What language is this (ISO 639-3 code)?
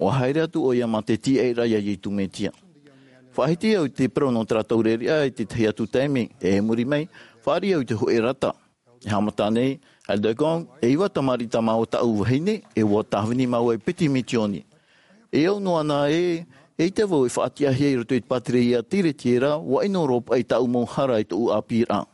tah